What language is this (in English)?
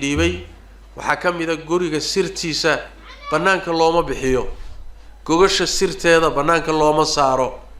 Somali